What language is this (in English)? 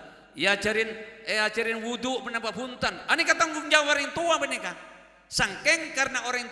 Madurese